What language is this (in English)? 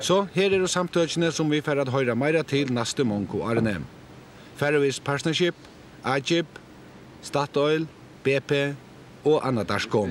Faroese